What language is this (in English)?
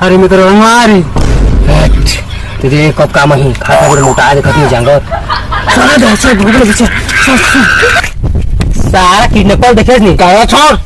Chhattisgarhi